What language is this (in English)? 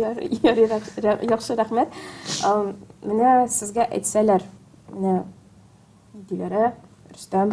Tatar